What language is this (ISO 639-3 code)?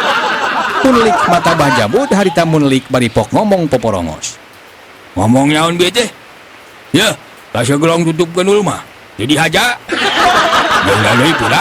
sun